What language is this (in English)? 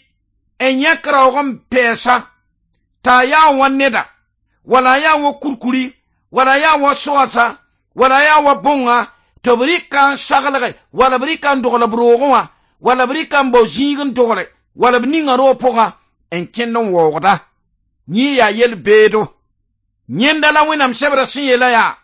Mossi